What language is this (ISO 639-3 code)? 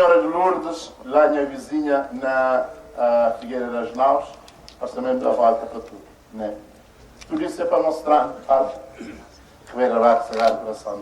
kea